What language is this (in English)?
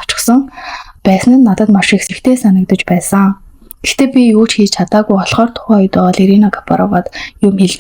Mongolian